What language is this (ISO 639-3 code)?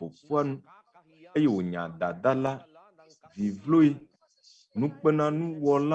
ewe